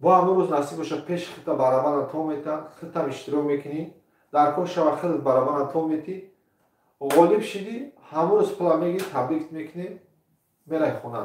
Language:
Tajik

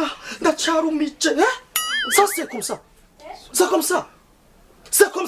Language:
Rundi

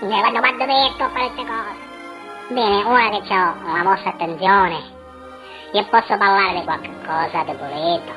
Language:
Sicilian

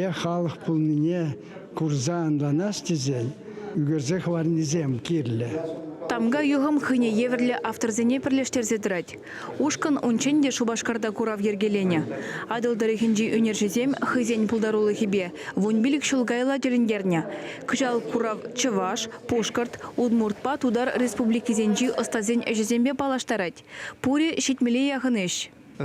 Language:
Chuvash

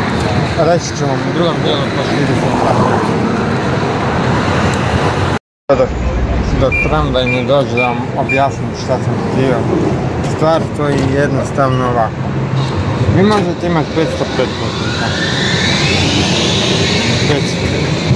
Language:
Croatian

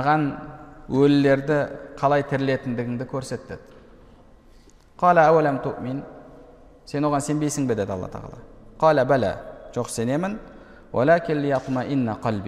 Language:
Kazakh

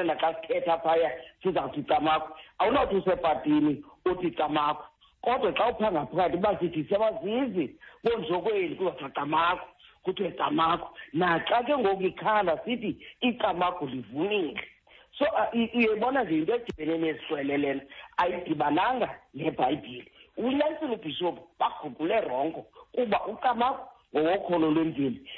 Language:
Xhosa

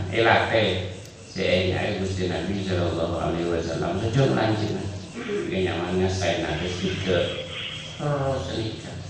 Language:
Madurese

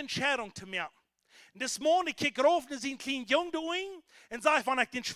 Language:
Plautdietsch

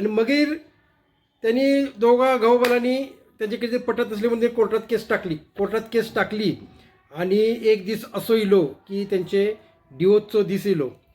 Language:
Konkani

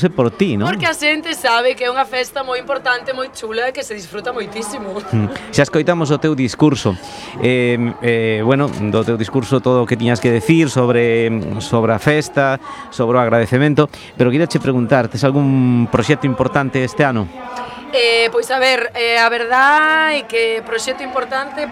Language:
Galician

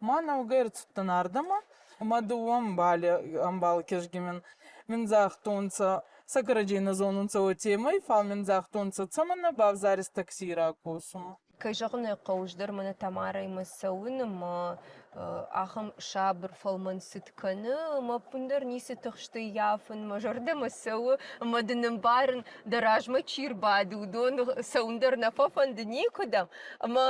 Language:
Ossetic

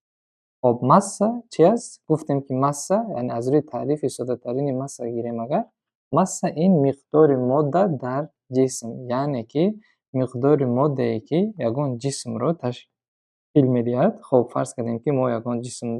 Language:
Tajik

